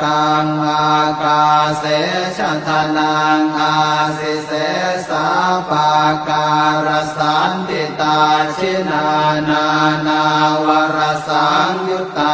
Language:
Pali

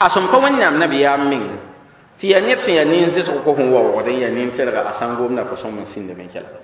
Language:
Mossi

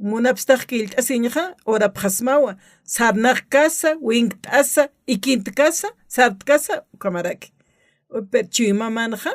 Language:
Aymara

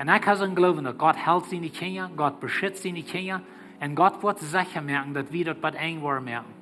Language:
Plautdietsch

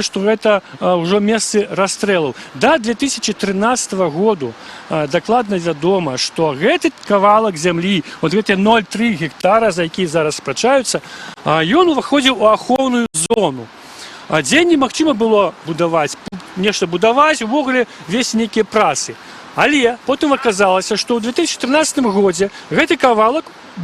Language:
Belarusian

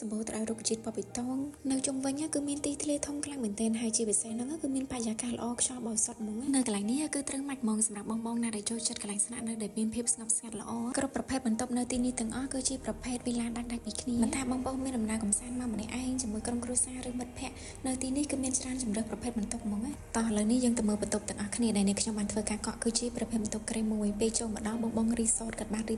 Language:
Khmer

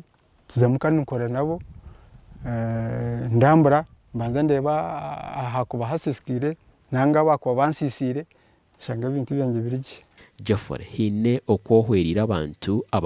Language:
Nyankole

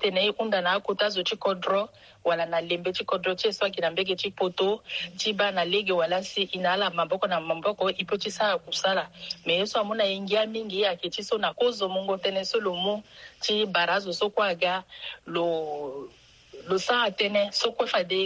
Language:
Sango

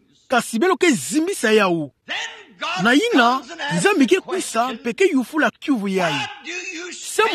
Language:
Kituba (Democratic Republic of Congo)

